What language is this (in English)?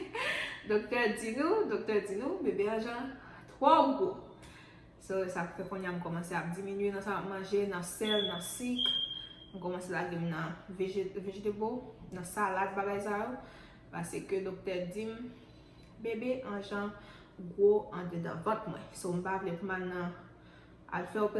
Haitian Creole